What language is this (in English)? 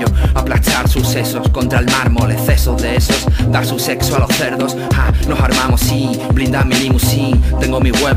Spanish